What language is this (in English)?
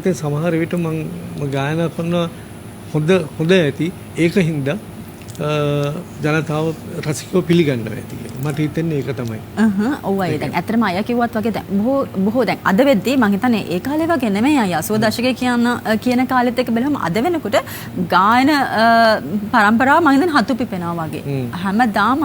Sinhala